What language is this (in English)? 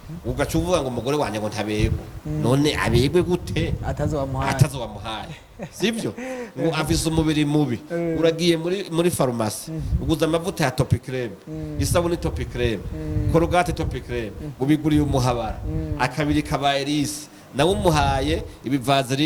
Rundi